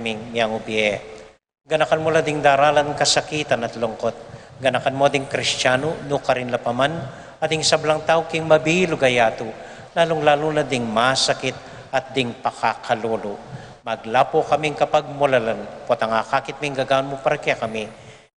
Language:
Pampanga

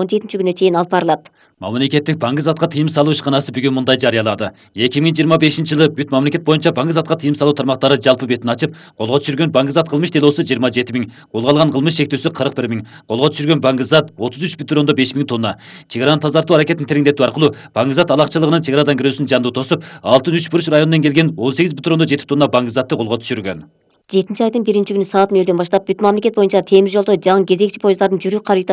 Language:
Kyrgyz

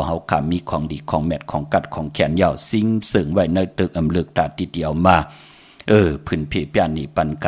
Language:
Shan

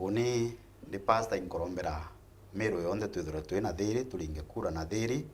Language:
Meru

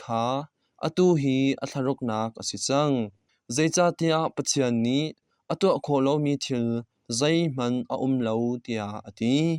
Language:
Hakha Chin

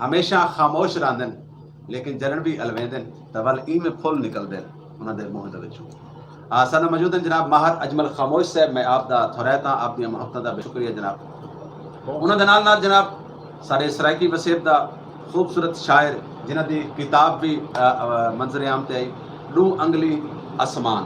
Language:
Saraiki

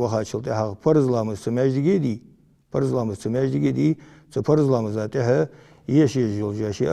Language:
Ingush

